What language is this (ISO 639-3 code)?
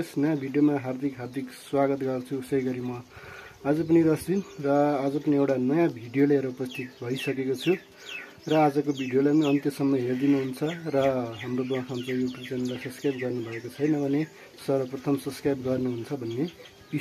nep